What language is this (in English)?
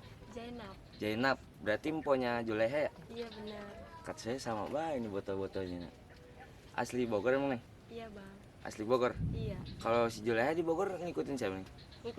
Betawi